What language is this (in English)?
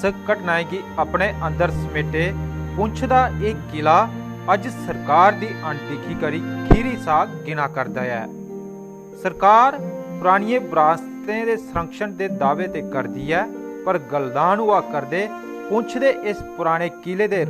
Dogri